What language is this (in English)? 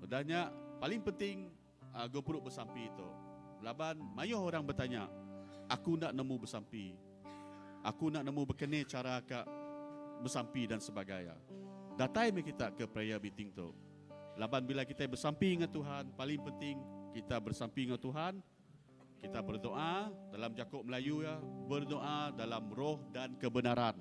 Iban